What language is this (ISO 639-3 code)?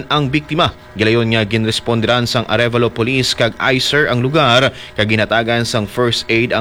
hil